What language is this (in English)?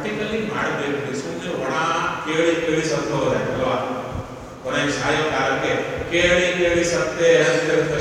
Kannada